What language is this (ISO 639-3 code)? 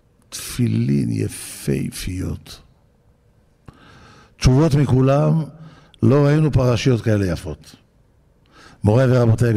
heb